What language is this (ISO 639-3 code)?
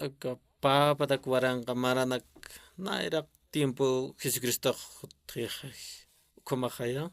aym